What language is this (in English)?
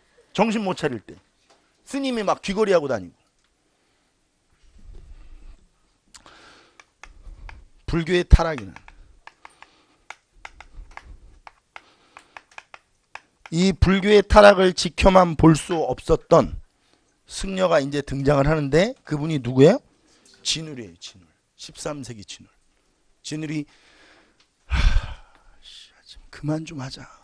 Korean